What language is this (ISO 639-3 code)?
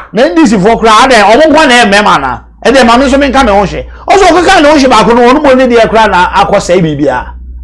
aka